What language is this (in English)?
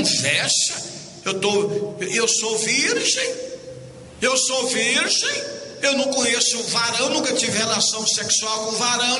Portuguese